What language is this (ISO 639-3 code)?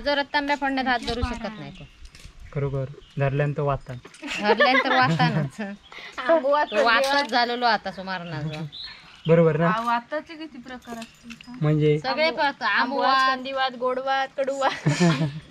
kok